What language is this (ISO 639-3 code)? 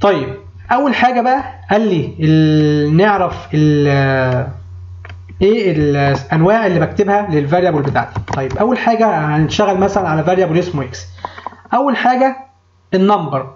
arz